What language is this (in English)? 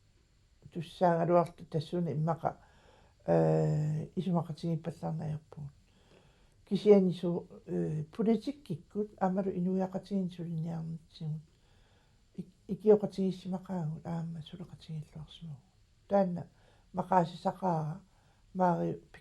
Kalaallisut